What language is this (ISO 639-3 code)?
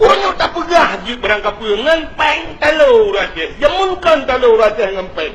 ace